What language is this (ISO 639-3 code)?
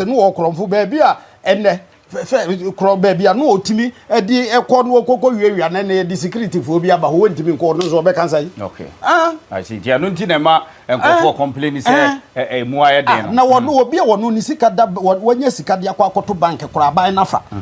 aka